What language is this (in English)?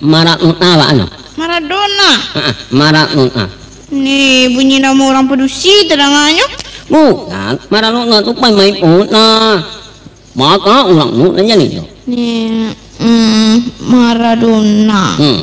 Minangkabau